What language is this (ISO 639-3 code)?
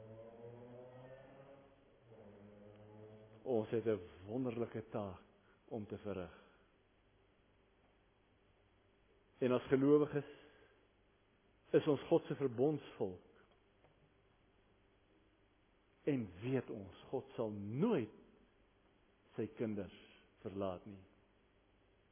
afr